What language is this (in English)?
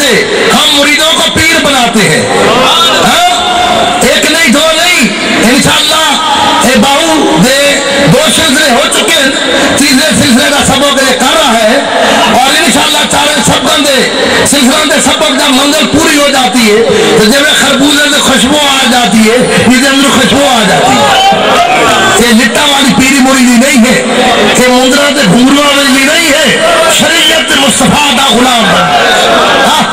Urdu